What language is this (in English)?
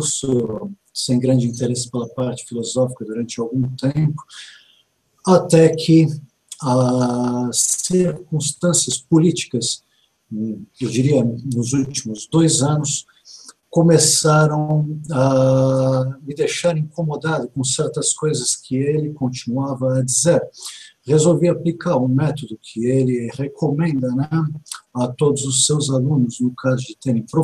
Portuguese